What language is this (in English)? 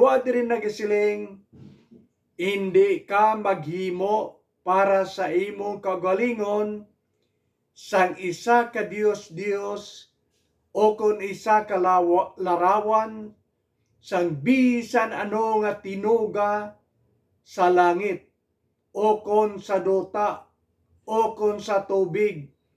Hiligaynon